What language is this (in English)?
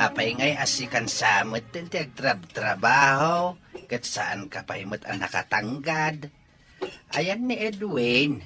Iloko